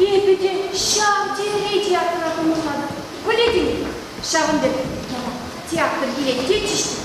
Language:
Chuvash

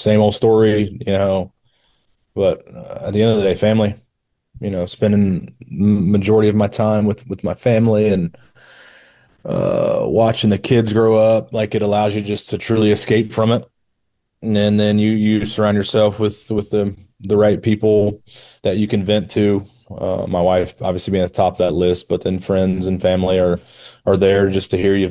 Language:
English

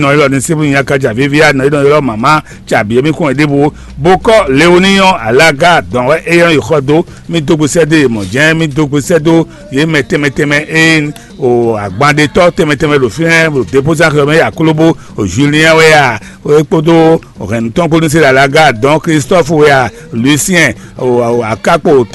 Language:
Fon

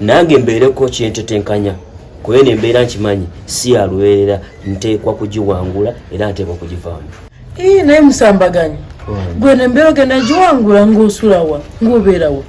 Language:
Ganda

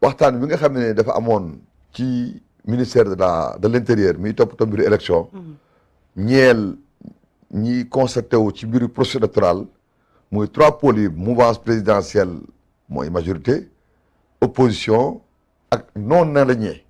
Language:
Wolof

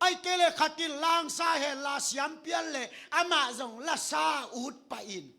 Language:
Tedim Chin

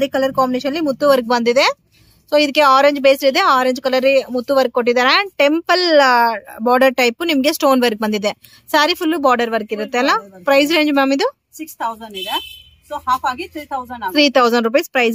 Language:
Kannada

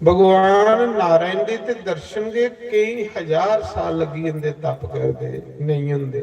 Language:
Dogri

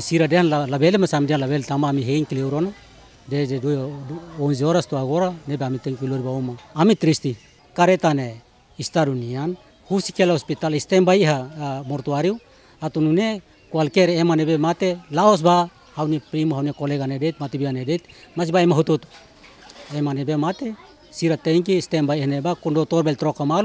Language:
Tetum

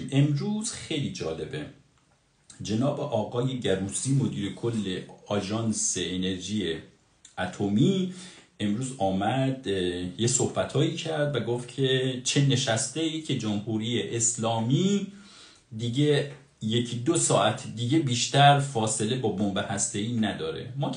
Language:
Persian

